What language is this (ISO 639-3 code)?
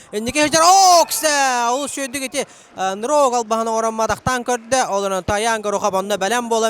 sah